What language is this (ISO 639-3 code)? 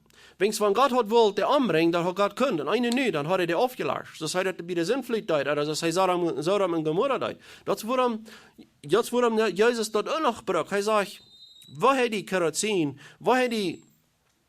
pdt